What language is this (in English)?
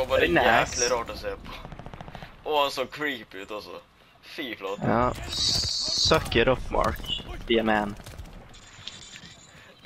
Norwegian